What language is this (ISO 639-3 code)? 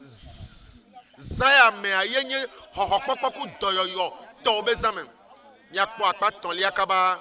ewe